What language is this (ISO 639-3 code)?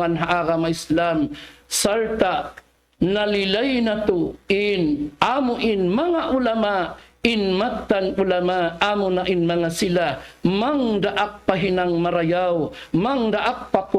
tsg